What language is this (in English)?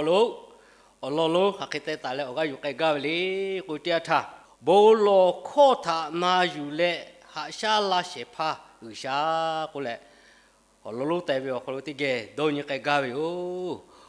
Lahu